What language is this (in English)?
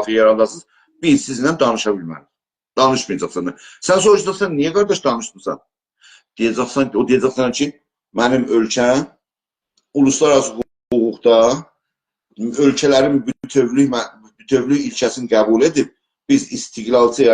South Azerbaijani